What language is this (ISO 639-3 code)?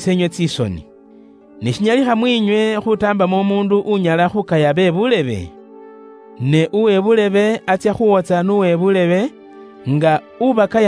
luy